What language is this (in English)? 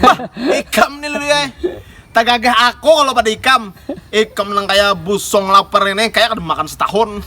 Banjar